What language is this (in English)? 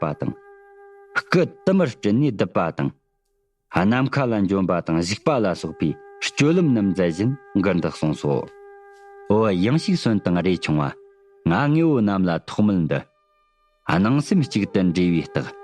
Tibetan